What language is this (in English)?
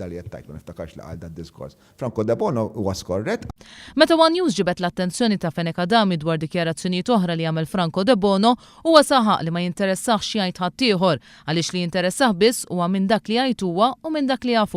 Maltese